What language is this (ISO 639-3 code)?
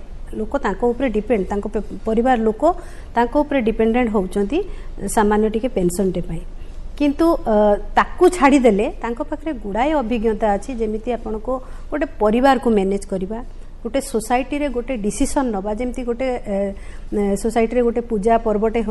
ori